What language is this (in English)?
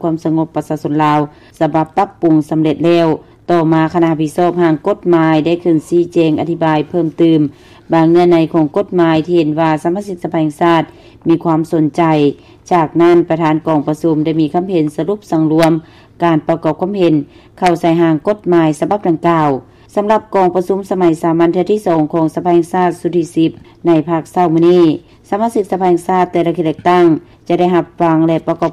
Lao